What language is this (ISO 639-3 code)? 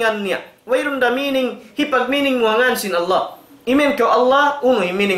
tsg